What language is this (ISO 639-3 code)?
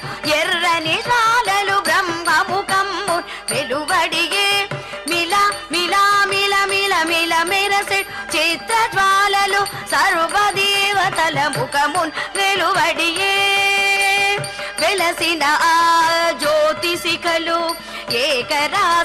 tel